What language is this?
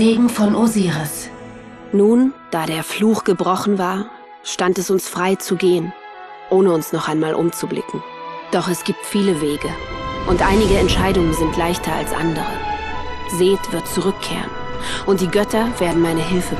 Bavarian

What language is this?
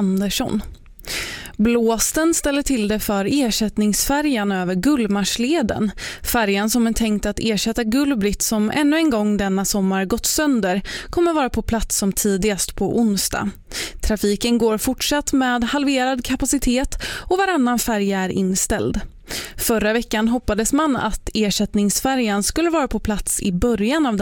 Swedish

